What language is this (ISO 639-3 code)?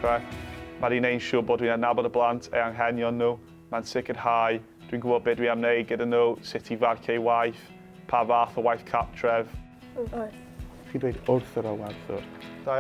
cym